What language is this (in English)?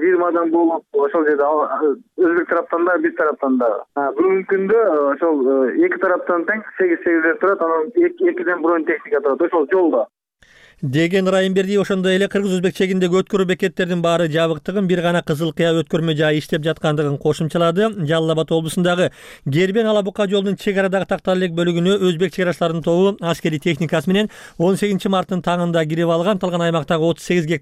Kyrgyz